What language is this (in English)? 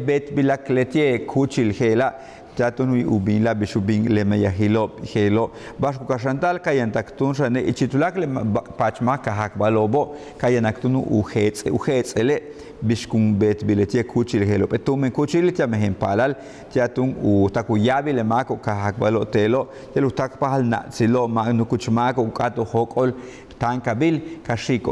Yucateco